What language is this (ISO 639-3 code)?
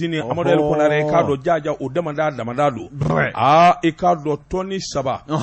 bam